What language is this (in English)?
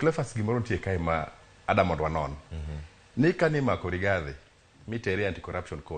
Luo (Kenya and Tanzania)